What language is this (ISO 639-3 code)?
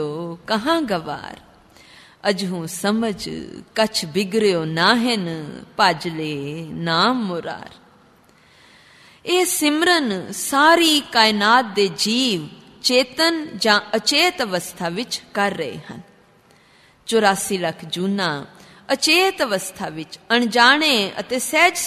pan